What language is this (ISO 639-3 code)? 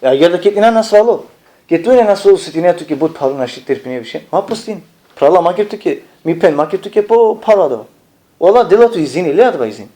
rmn